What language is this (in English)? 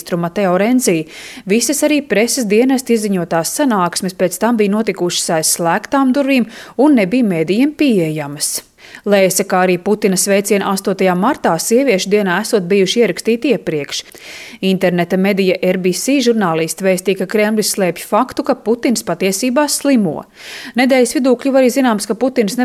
Latvian